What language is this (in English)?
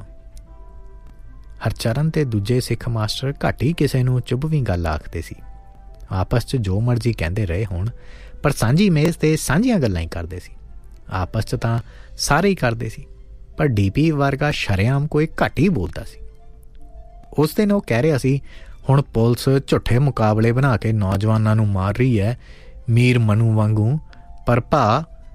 Punjabi